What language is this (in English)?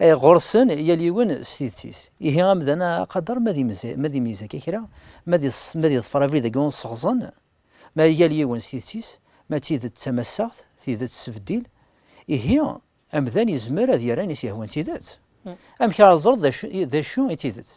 Kabyle